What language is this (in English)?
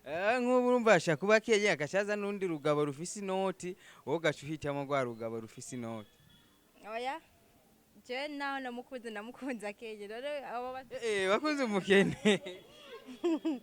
Rundi